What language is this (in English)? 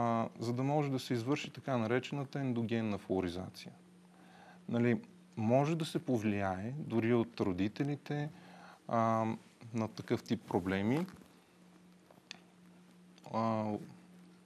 Bulgarian